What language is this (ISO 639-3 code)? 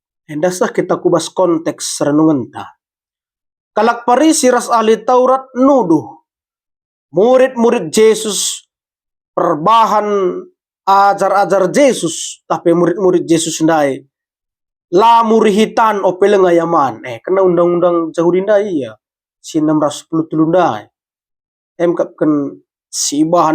btx